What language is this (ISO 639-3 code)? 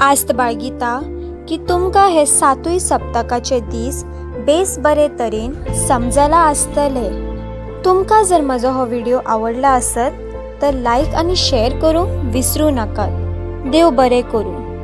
kok